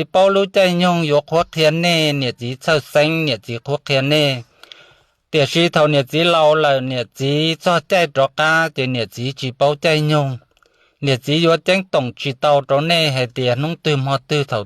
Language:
Hmong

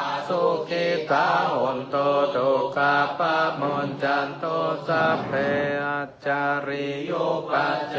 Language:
Pali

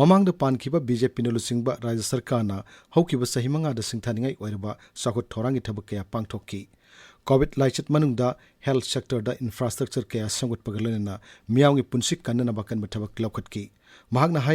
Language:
Manipuri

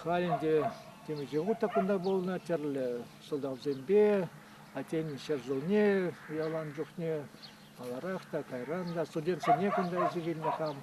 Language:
Chuvash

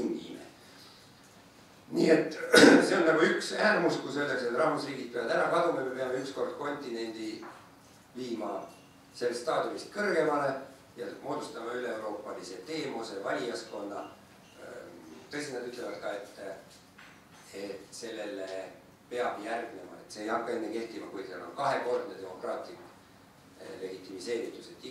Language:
Estonian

